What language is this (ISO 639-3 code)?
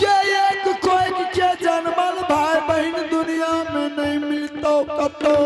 anp